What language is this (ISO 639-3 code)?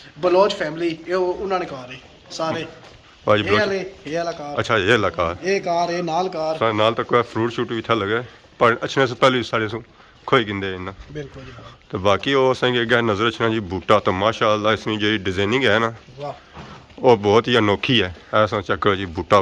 phr